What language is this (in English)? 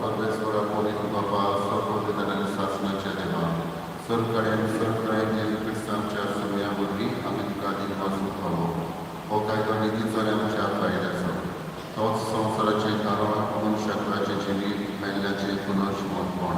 Konkani